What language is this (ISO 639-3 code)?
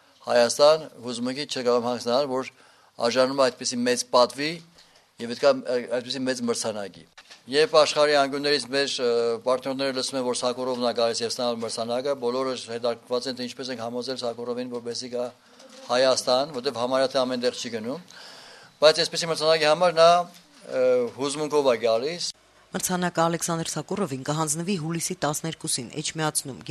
hye